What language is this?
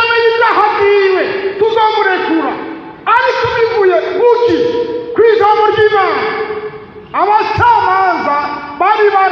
Rundi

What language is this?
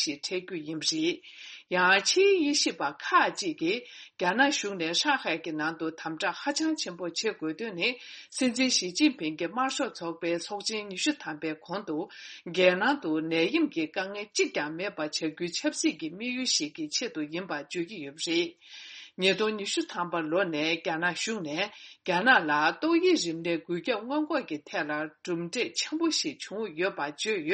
Tibetan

